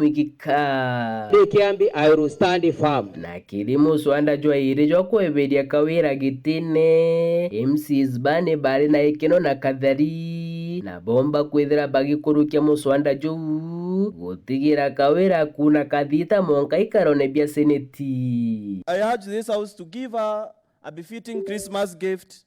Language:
Meru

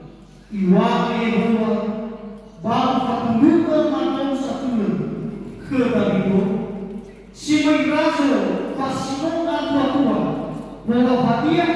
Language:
Nias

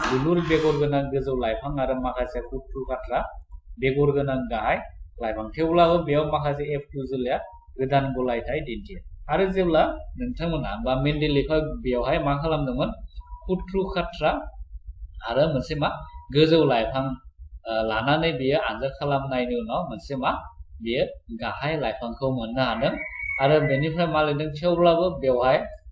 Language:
Bodo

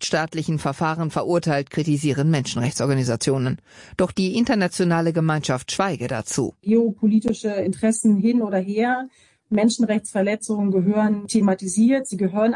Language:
German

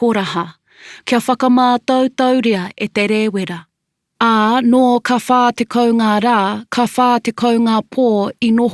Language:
Māori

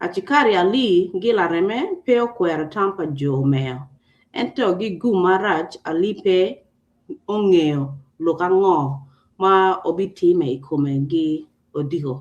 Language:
Acoli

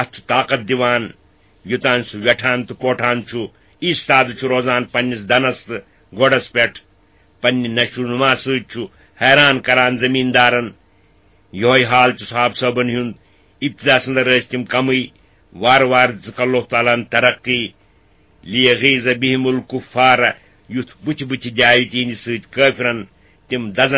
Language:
Kashmiri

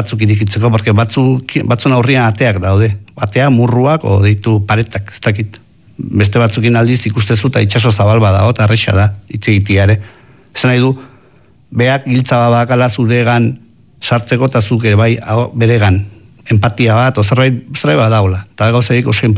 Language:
Basque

